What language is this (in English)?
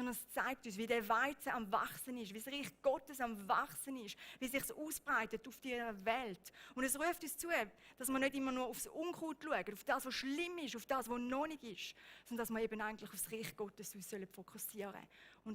Swiss German